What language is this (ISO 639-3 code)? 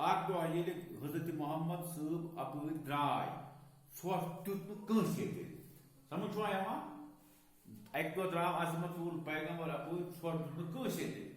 kas